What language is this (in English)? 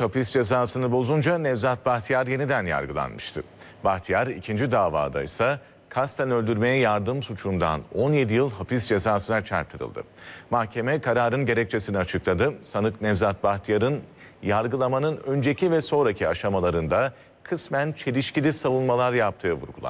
Turkish